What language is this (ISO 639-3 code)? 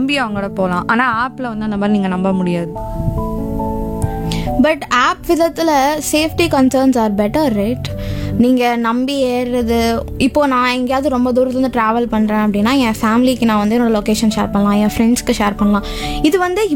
tam